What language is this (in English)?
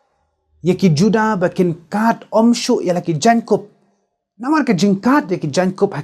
Khasi